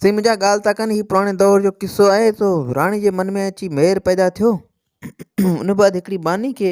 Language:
Sindhi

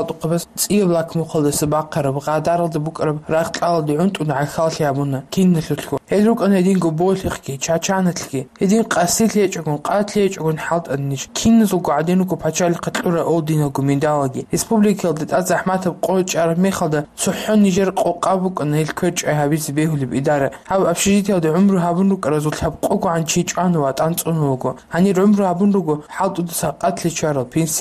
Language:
Avaric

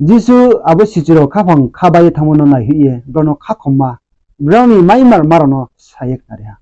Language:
Riang (India)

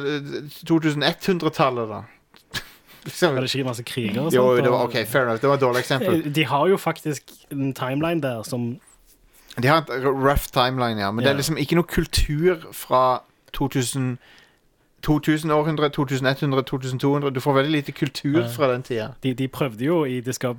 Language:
Norwegian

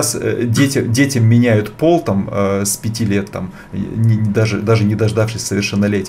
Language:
Russian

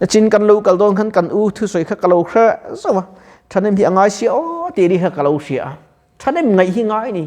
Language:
Mizo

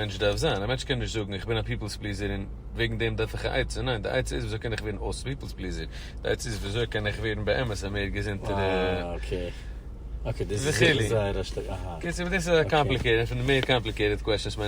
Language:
Yiddish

